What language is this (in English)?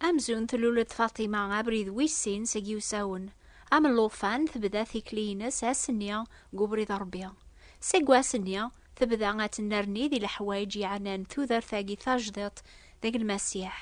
Kabyle